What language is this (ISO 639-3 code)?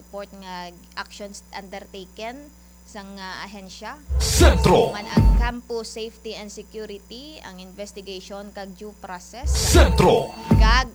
hil